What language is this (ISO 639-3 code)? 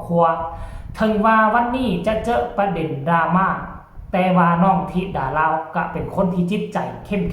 lao